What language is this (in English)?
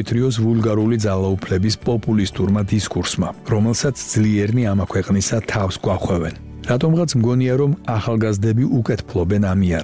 Georgian